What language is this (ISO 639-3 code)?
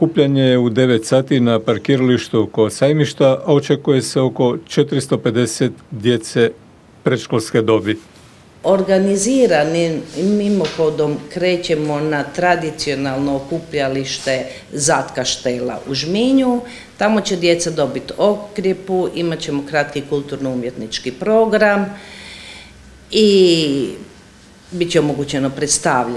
hrv